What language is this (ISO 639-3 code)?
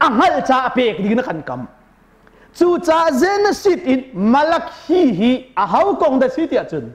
cnh